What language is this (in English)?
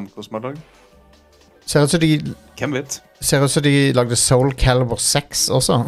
Norwegian